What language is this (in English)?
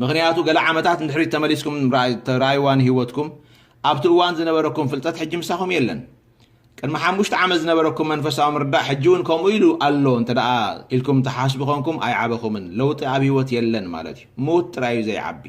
Tigrinya